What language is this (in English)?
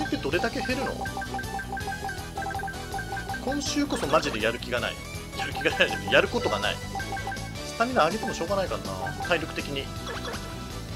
Japanese